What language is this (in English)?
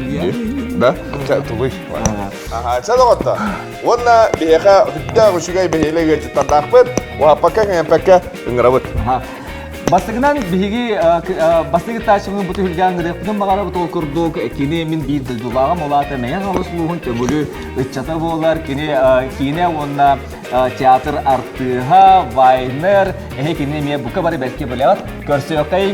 Yakut